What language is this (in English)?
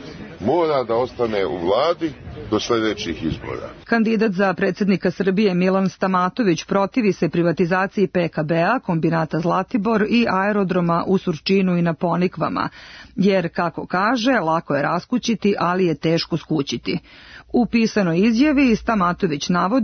Serbian